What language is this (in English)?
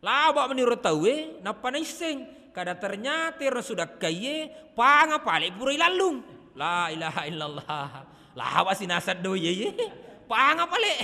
Buginese